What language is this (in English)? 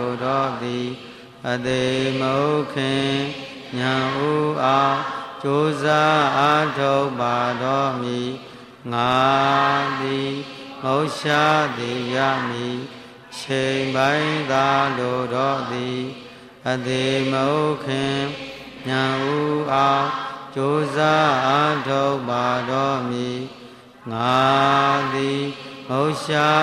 Burmese